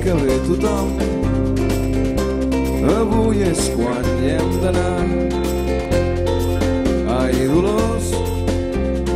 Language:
Catalan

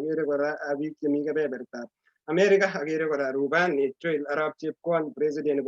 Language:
Kalenjin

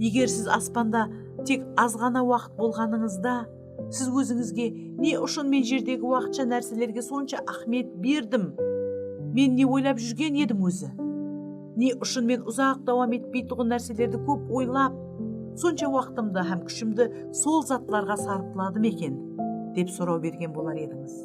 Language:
Kara-Kalpak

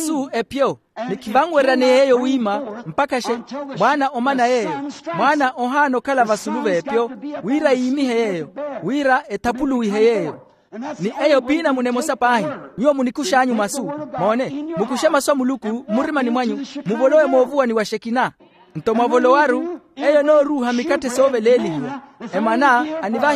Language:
Makhuwa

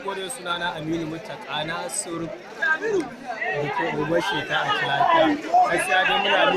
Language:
Hausa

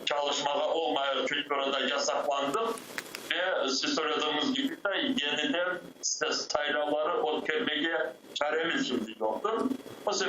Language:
Crimean Tatar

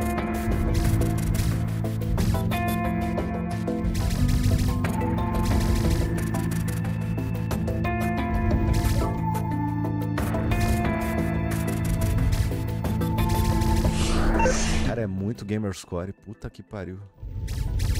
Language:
Portuguese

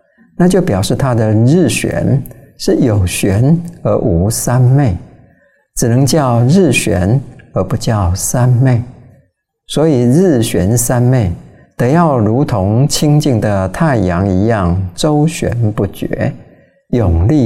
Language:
Chinese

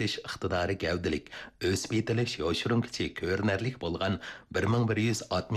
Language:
Uyghur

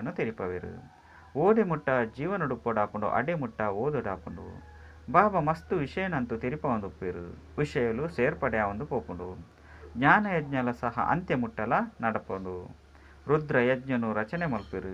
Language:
Tulu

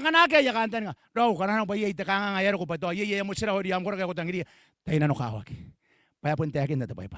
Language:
Gilbertese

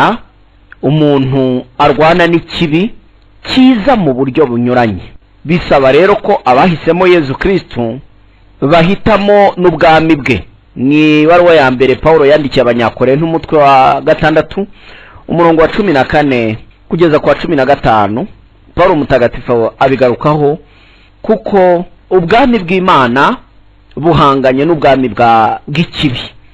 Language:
Kinyarwanda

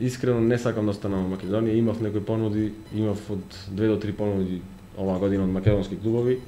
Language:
Macedonian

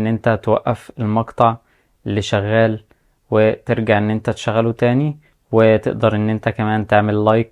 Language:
Egyptian Arabic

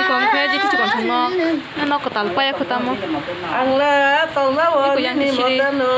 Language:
Kok Borok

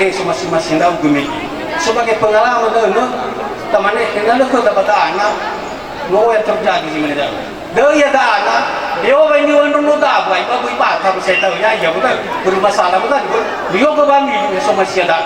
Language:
Nias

